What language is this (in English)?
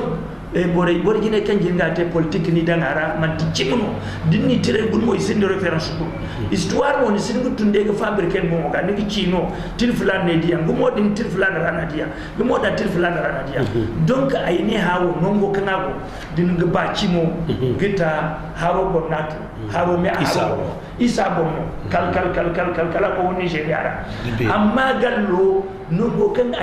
Zarma